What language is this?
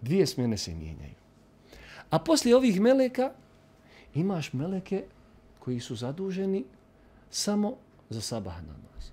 Bosnian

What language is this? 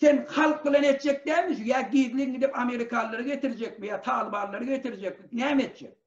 Turkmen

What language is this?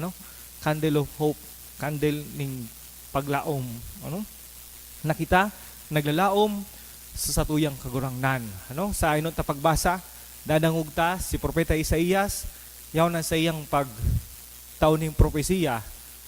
Bikol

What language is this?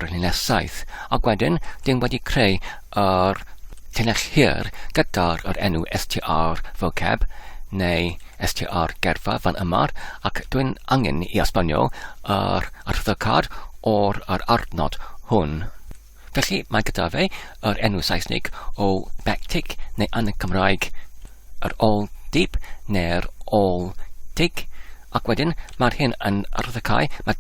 Welsh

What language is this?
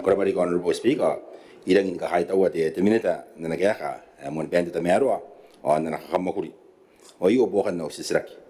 Gilbertese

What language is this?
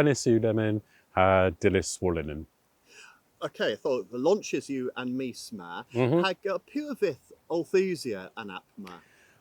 Cornish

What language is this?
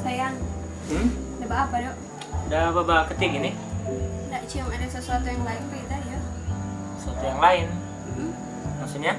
Manado Malay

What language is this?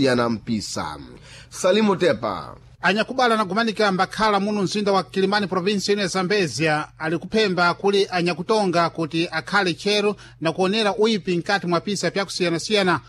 Sena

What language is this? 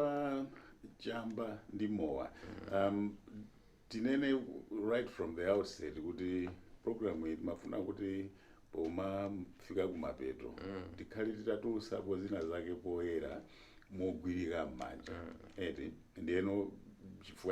Nyanja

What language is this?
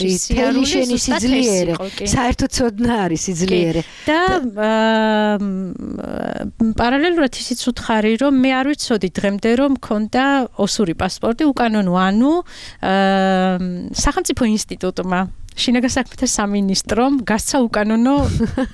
Georgian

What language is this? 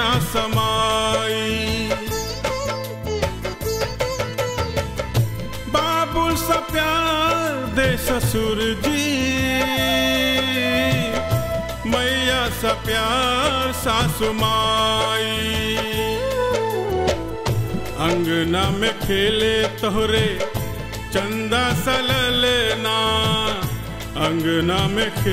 Bhojpuri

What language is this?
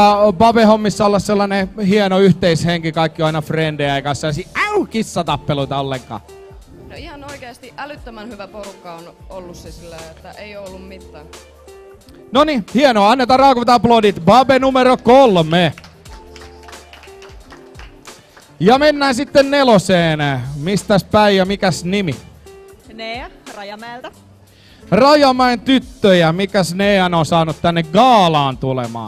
Finnish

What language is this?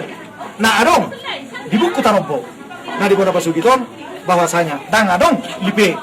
Batak Toba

